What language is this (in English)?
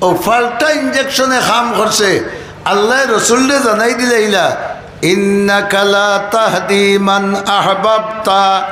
Sylheti